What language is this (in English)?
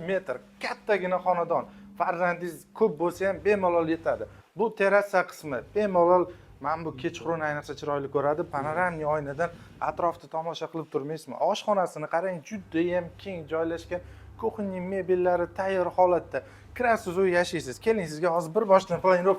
Uzbek